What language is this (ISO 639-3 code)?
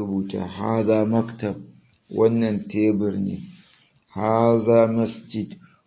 hau